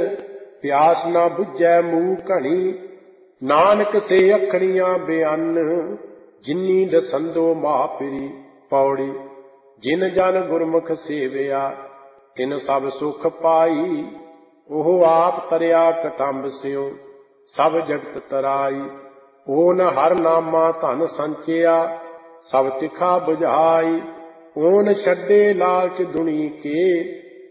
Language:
Punjabi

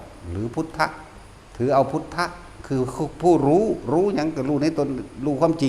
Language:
Northeastern Thai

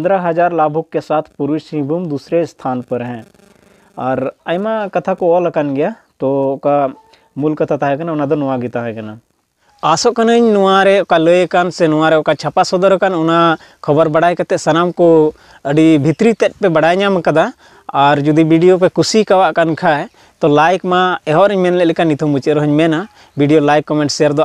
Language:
Santali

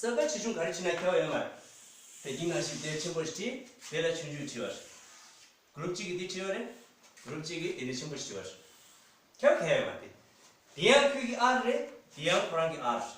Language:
Tibetan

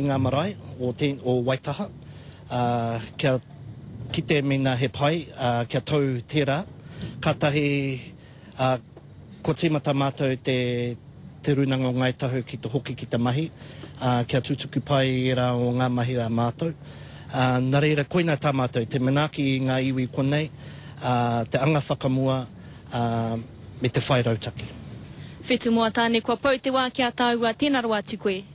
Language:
Māori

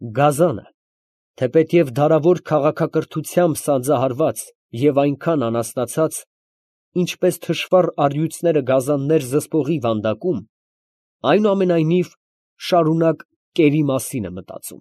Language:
Armenian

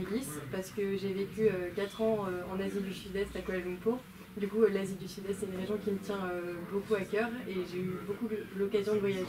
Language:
French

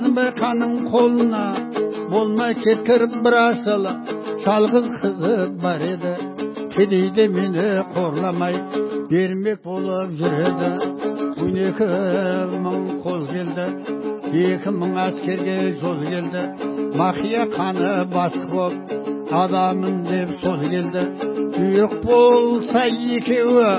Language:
Kazakh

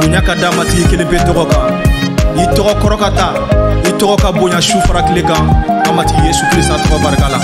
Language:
Bambara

